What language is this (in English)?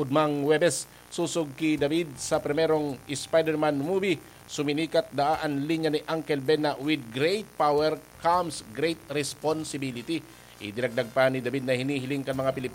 Bikol